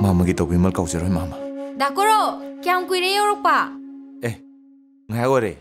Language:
Manipuri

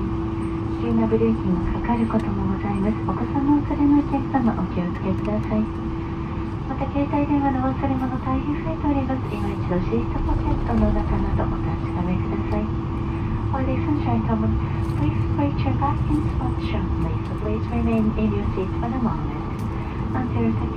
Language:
Japanese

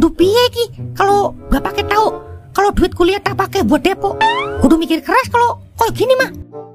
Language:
Betawi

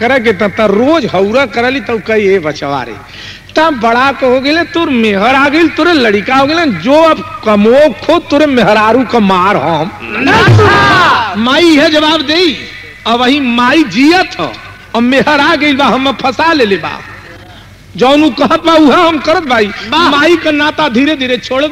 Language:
Bhojpuri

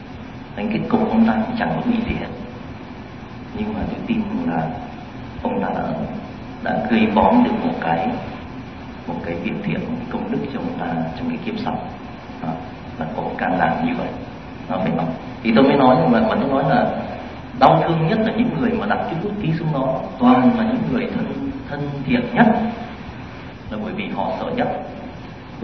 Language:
Vietnamese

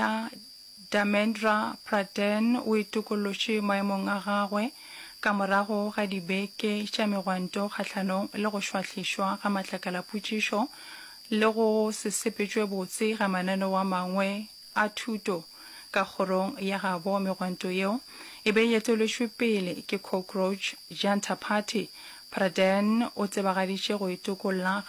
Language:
Northern Sotho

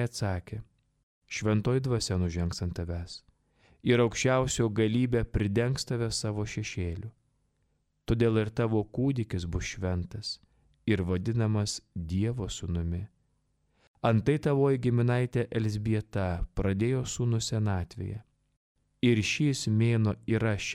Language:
Lithuanian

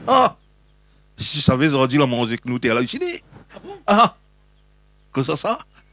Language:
Réunion Creole French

